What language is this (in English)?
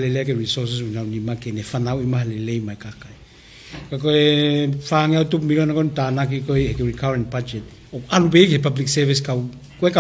Tongan